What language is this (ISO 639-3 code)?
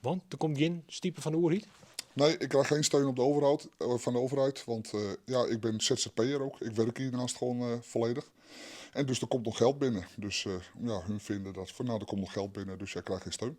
fry